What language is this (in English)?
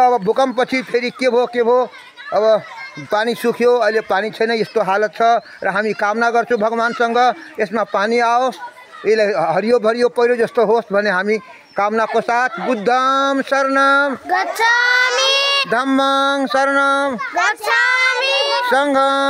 Nepali